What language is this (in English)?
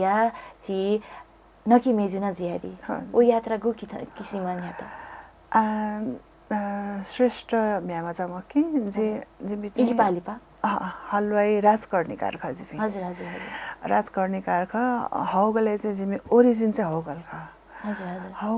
Newari